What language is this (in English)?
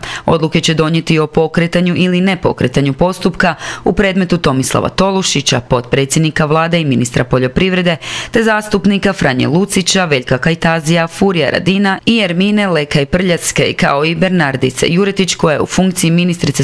Croatian